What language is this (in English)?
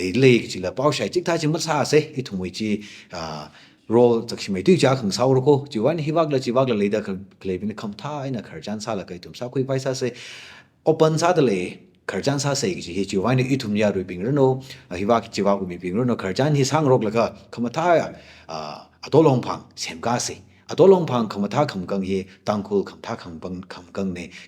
Tangkhul Naga (India)